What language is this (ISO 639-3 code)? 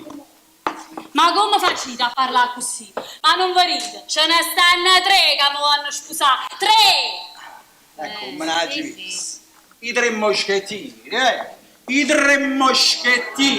nap